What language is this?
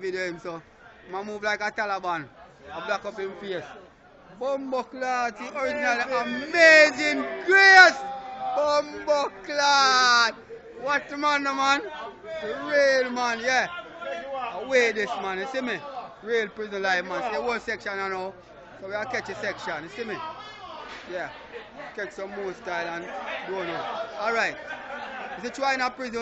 Jamaican Creole English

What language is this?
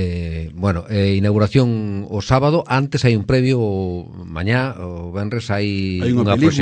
Galician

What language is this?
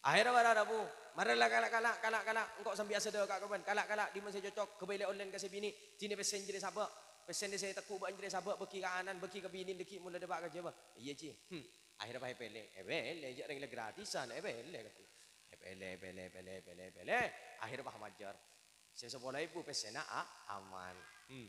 Madurese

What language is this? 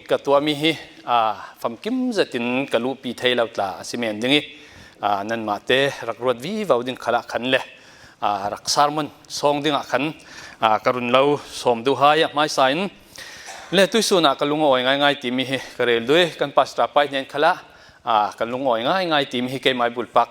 Falam Chin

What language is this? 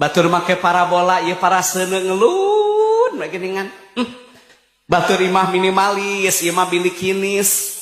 Sundanese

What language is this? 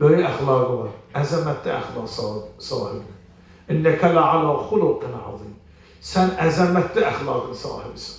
Azerbaijani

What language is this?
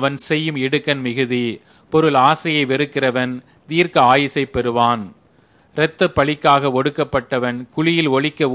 Tamil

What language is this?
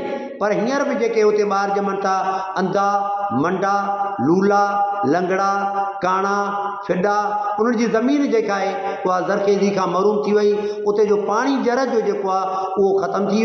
Sindhi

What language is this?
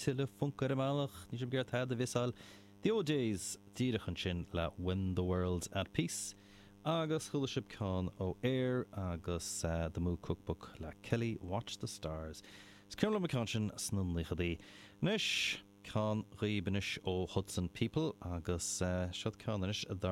Irish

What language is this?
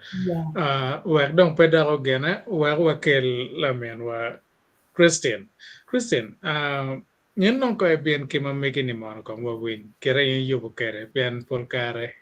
Acoli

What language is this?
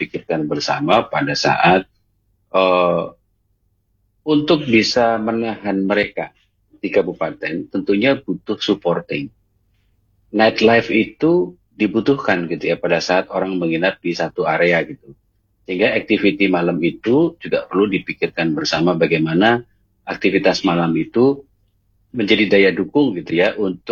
Indonesian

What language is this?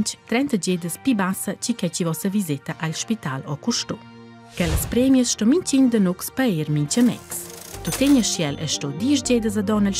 Romansh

